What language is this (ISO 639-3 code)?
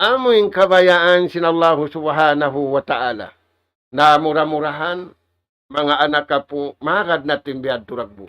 tsg